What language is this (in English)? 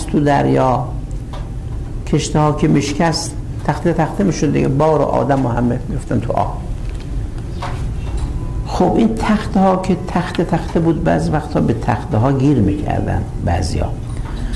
Persian